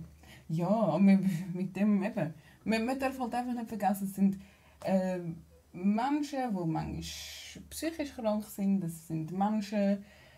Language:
Swiss German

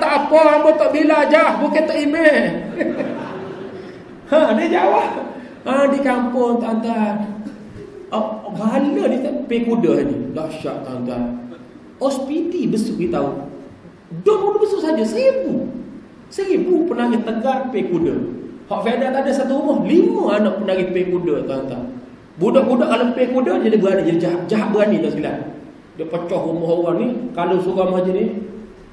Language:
Malay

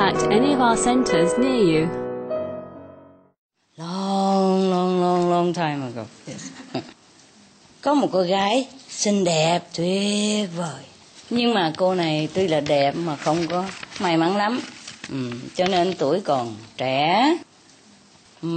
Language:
Vietnamese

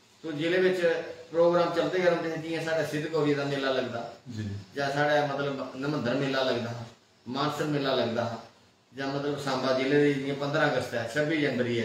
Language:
Dogri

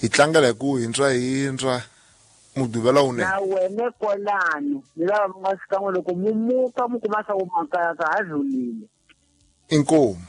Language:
Tsonga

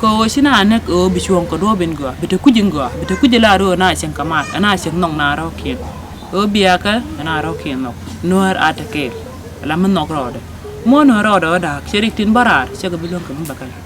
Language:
Nuer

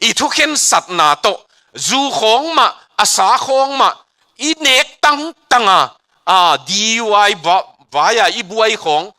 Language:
Tedim Chin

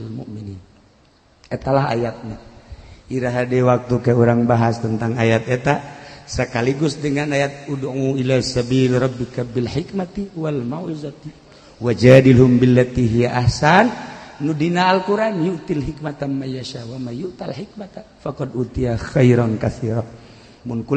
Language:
Sundanese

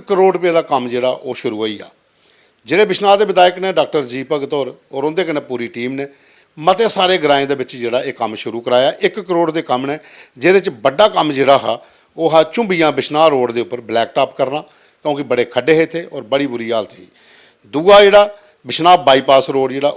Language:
Dogri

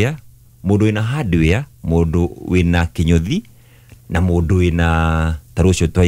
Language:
Kikuyu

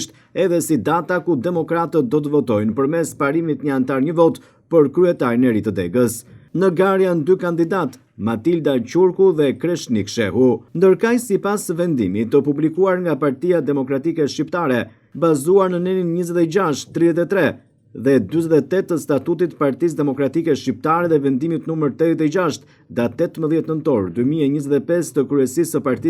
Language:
Albanian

